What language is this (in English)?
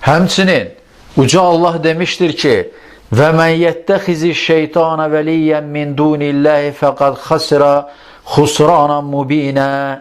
Azerbaijani